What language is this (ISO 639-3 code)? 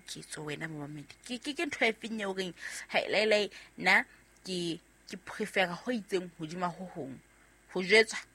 sot